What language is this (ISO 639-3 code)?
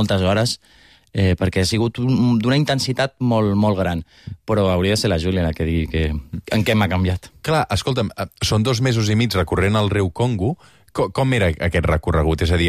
cat